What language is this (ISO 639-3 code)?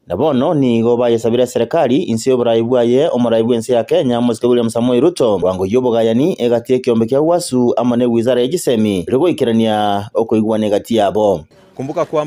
guz